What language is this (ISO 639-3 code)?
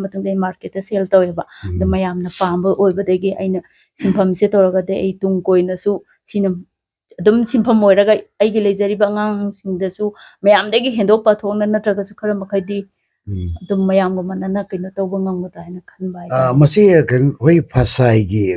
mni